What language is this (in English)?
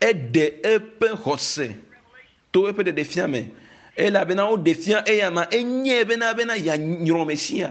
Ewe